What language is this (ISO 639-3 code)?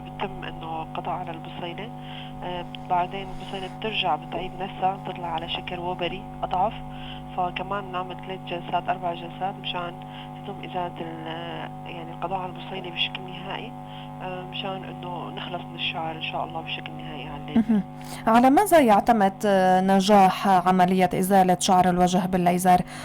apc